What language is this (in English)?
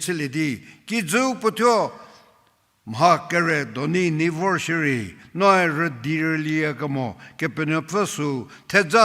Angami Naga